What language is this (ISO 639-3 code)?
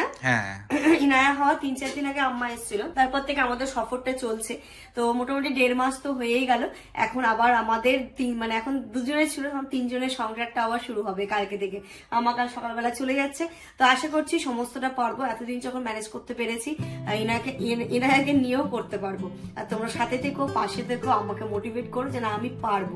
ben